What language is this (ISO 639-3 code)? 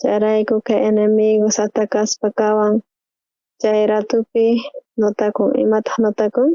quh